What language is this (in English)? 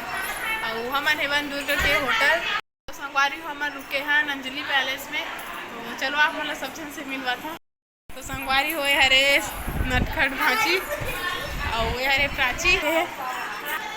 Chhattisgarhi